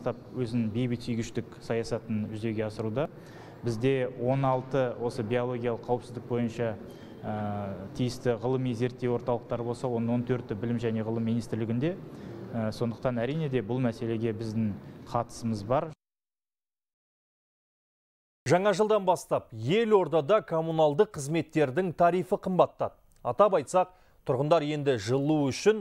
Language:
Kazakh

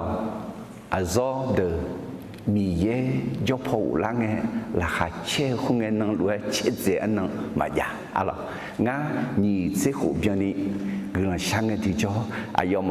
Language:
Akha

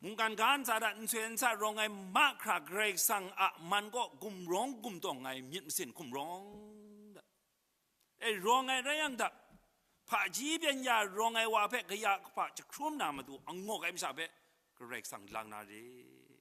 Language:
Kachin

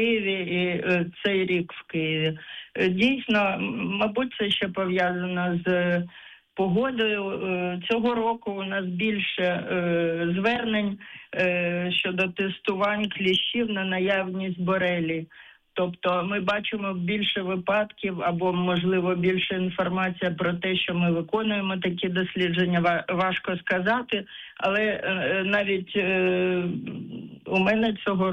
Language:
Ukrainian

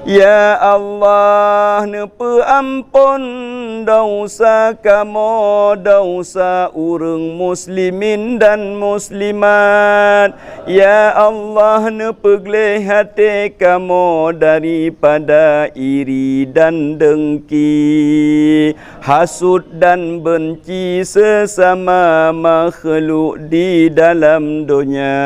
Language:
Achinese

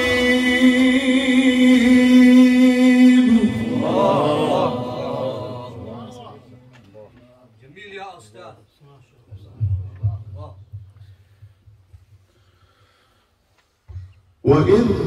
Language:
Arabic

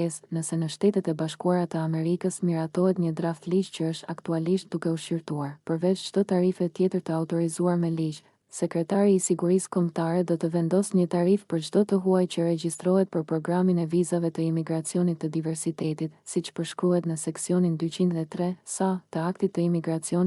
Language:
Albanian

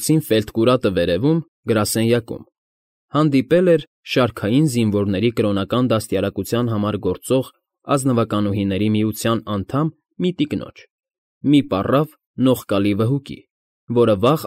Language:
Armenian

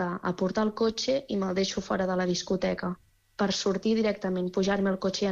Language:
Catalan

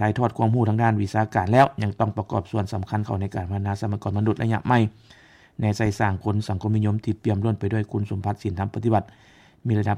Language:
Lao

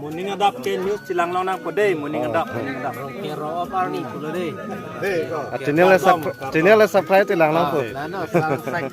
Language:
Karbi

